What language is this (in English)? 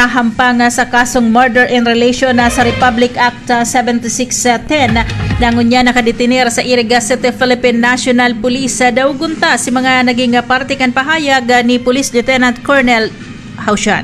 Bikol